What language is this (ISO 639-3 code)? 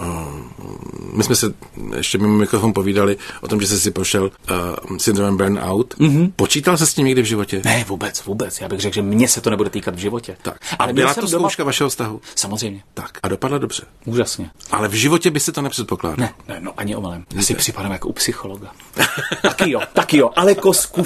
ces